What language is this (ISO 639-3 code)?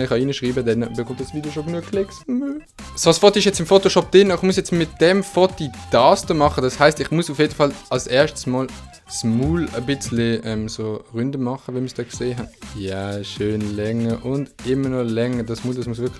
gsw